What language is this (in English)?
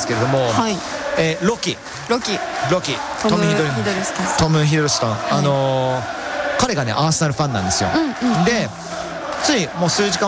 Japanese